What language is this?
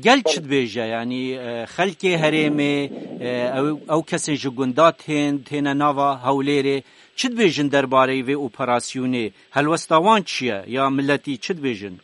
Kurdish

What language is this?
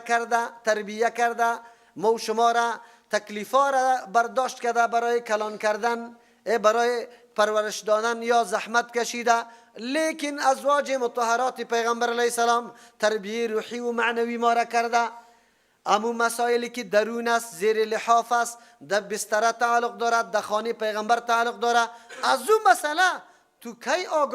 Persian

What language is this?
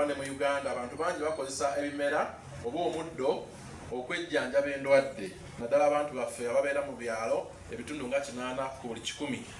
Ganda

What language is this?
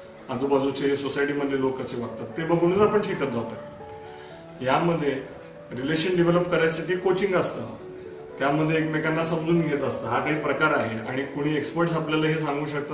Marathi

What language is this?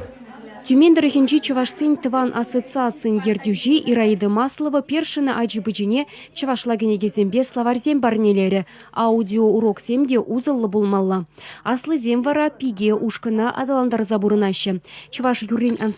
Chuvash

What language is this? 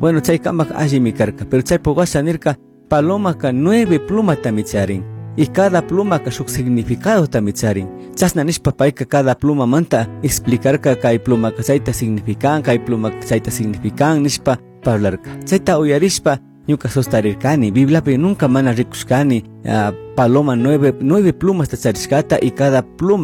Chimborazo Highland Quichua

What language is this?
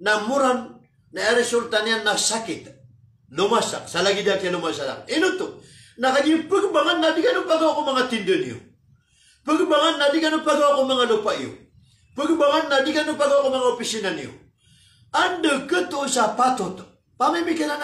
Maranao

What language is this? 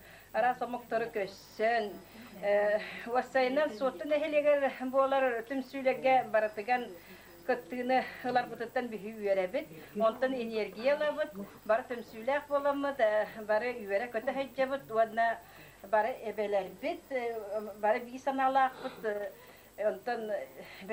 Yakut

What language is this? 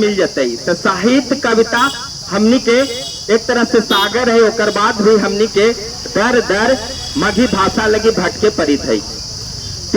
Magahi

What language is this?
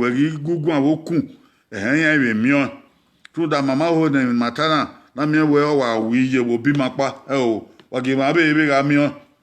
Bini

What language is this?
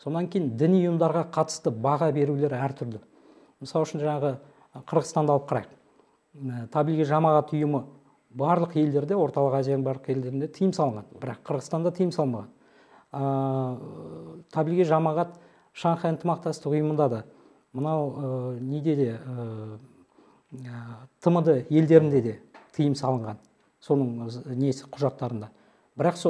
Kazakh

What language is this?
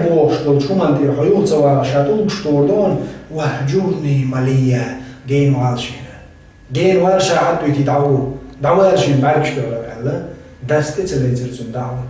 Chechen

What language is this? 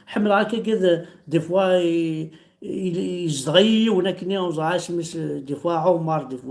Kabyle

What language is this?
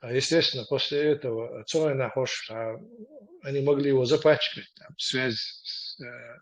Chechen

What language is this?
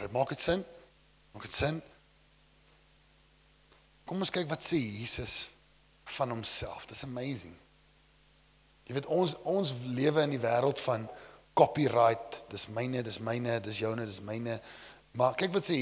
Afrikaans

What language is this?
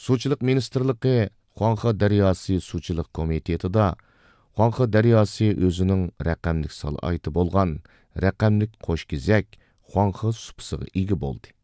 Uyghur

